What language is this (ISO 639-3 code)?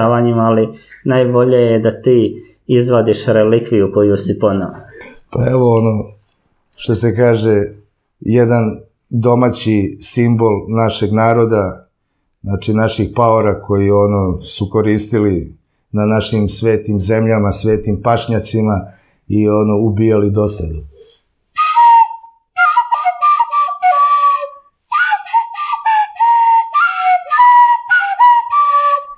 srp